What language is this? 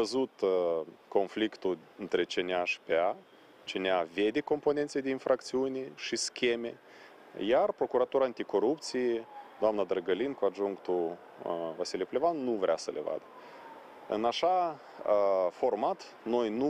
Romanian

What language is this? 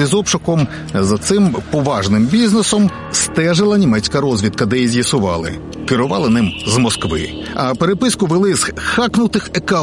Ukrainian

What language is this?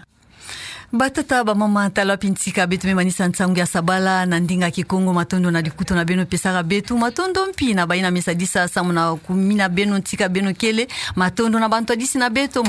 Kituba (Democratic Republic of Congo)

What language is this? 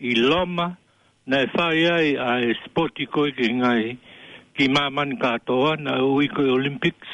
Tongan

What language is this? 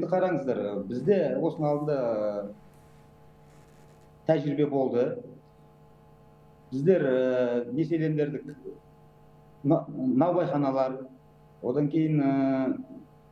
Kazakh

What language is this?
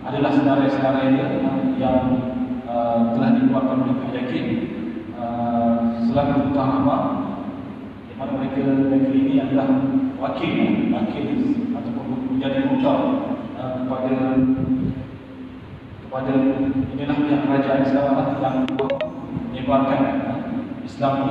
Malay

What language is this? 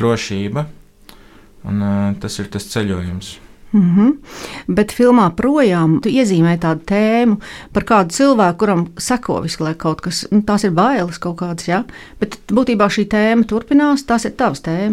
Latvian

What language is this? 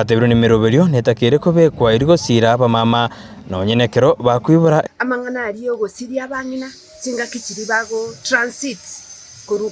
Gusii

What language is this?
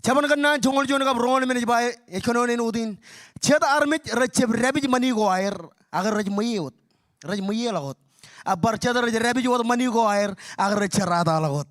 Marshallese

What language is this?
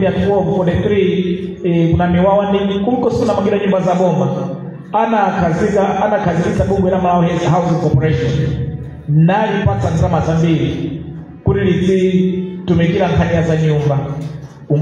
Nyanja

